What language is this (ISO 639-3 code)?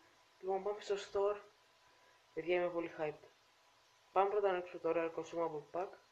ell